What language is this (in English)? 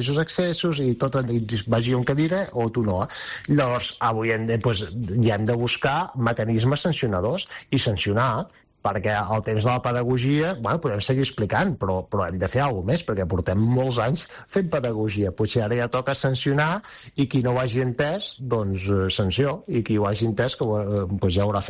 Catalan